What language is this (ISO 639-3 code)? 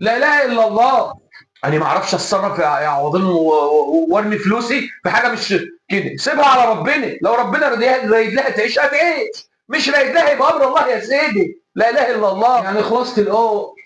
arz